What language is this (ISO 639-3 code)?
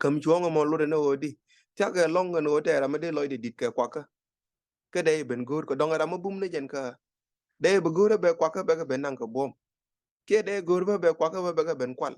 nus